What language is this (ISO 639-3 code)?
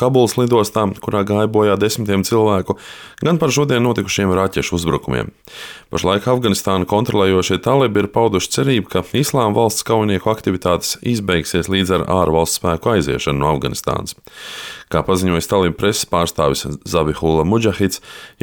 lav